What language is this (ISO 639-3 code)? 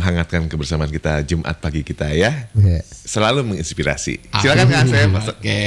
ind